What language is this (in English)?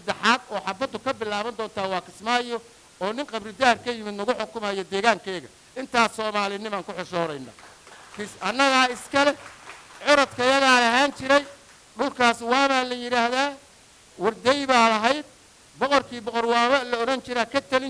Somali